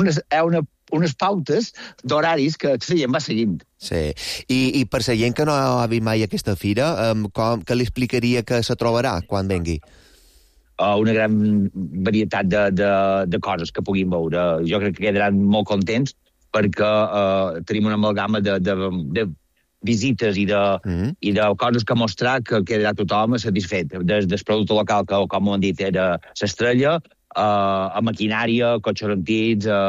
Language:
Catalan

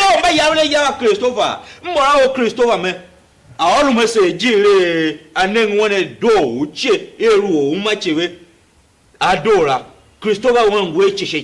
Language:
Tiv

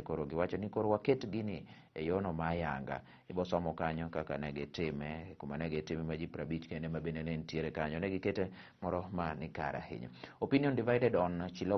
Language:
Luo (Kenya and Tanzania)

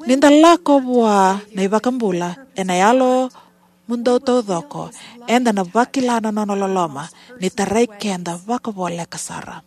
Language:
Fijian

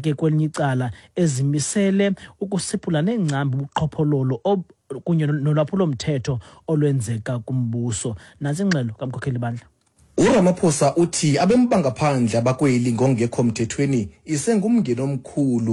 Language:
Xhosa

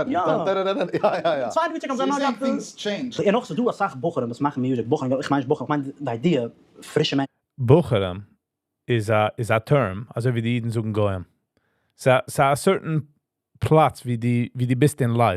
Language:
Yiddish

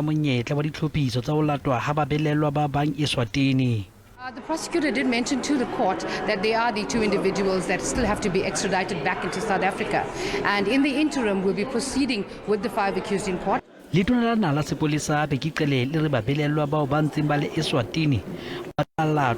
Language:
Southern Sotho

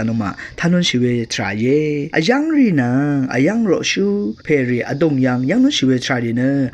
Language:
Rawang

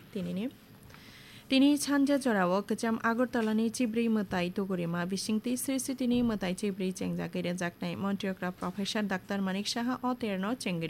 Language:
Kok Borok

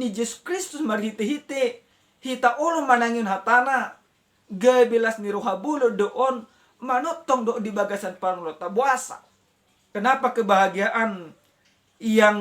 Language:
Batak Toba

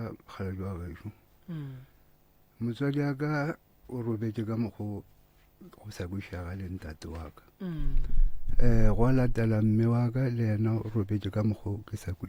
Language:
Northern Sotho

